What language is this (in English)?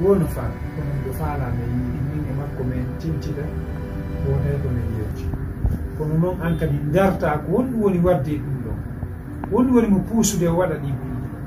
Fula